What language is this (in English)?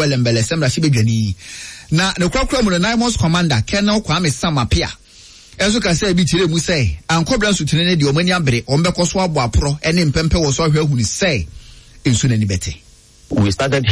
Akan